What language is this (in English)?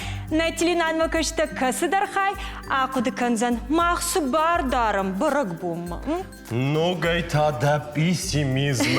Ossetic